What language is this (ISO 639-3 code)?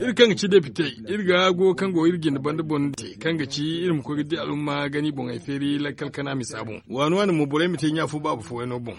dje